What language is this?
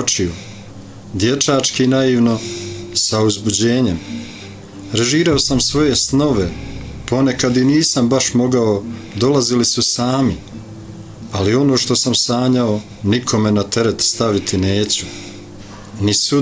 Bosnian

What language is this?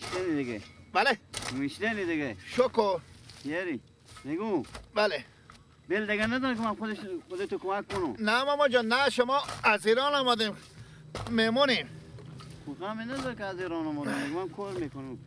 Persian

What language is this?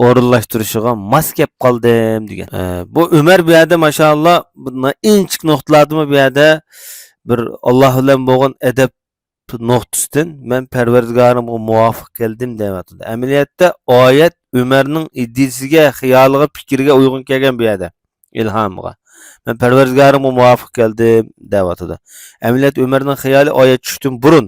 Uyghur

